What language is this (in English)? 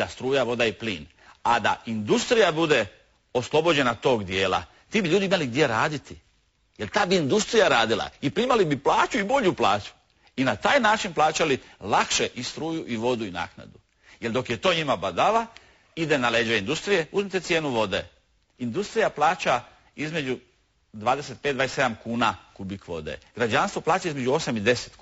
Croatian